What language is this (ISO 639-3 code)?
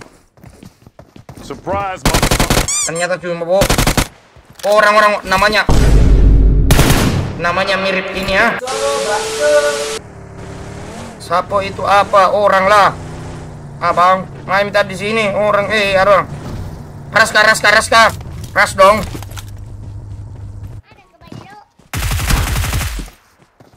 ind